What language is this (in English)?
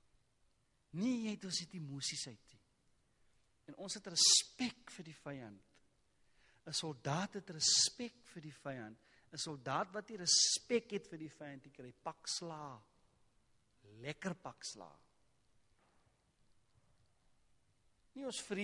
Afrikaans